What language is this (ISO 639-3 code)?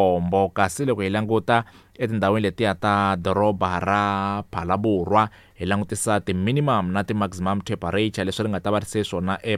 tso